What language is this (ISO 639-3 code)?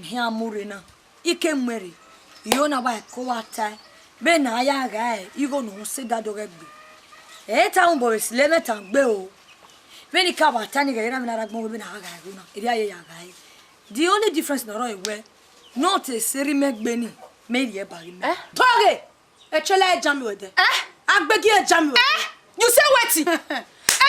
bin